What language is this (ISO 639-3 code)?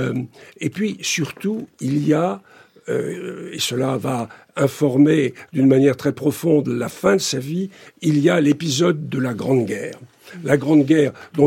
fra